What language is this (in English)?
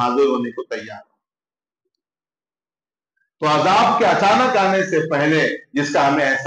Urdu